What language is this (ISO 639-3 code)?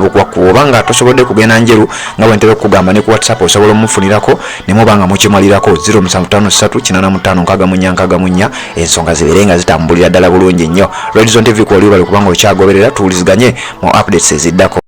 lug